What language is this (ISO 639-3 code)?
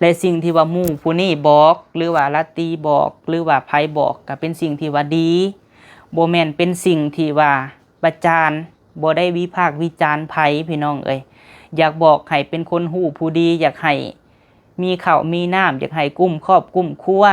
lao